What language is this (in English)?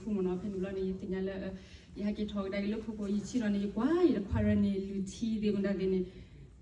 S'gaw Karen